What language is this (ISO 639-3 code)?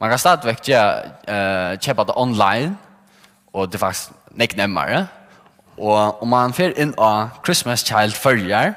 fao